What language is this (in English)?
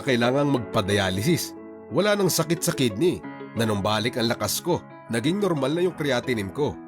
Bikol